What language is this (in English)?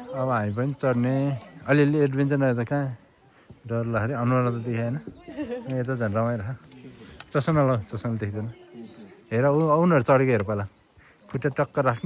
Nepali